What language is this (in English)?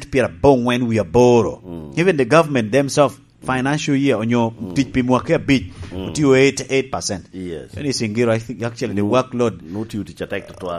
Lango (Uganda)